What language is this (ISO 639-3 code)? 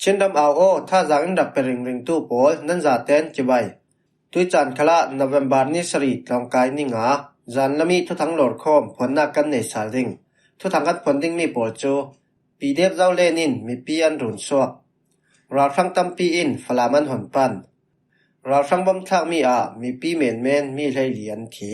cfm